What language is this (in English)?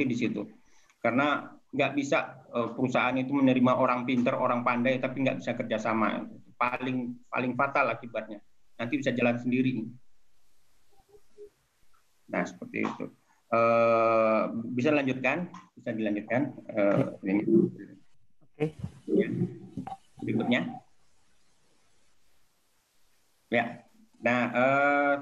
Indonesian